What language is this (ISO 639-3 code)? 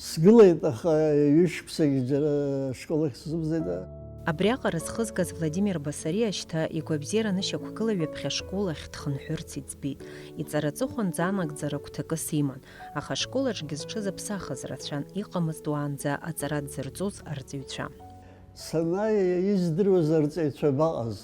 abk